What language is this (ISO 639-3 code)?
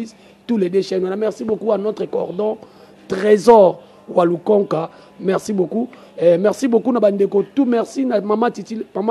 lin